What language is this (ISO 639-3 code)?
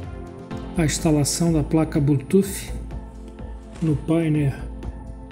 por